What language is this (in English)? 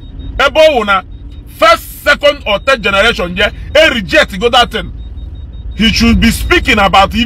Igbo